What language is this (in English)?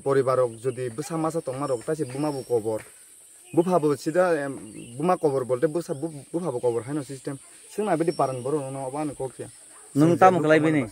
Kok Borok